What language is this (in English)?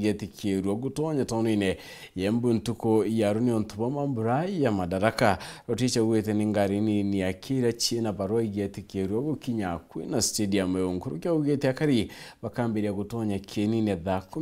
Meru